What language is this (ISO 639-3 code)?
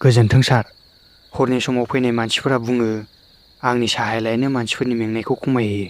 brx